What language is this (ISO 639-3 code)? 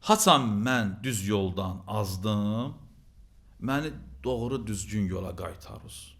aze